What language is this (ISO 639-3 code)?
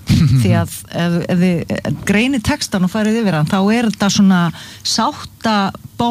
isl